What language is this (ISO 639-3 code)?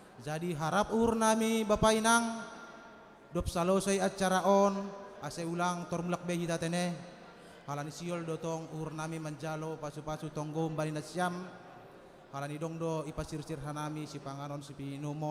bts